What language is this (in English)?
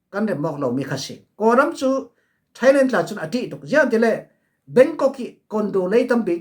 Falam Chin